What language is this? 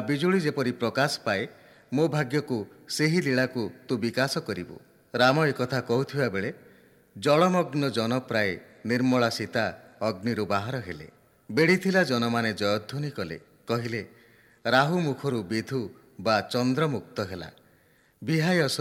Odia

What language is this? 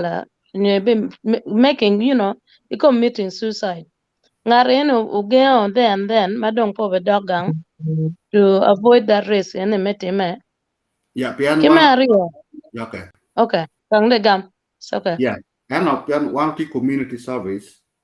Acoli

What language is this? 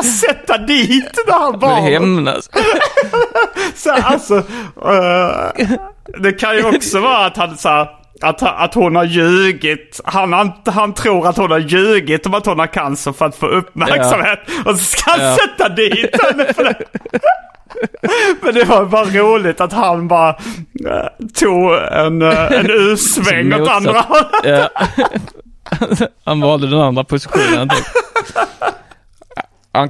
Swedish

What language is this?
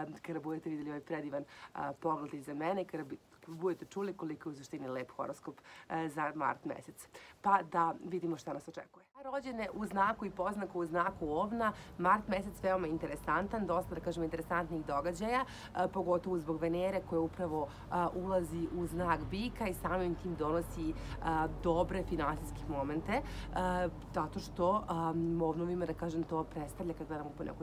Serbian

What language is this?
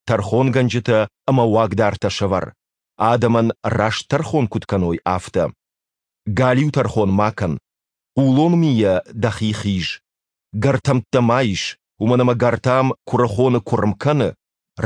Ossetic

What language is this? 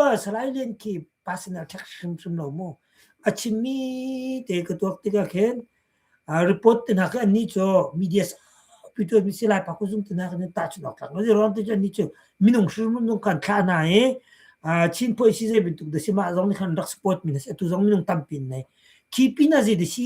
Hakha Chin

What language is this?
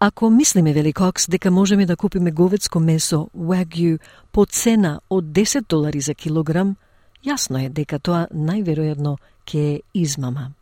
Macedonian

